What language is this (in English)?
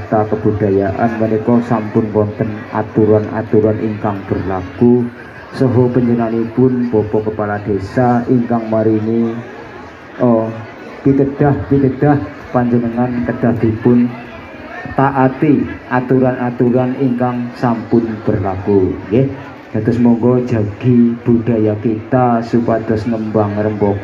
Javanese